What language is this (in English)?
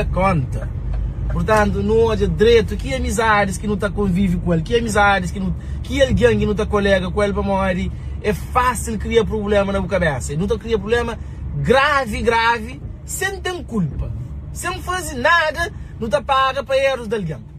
Kabuverdianu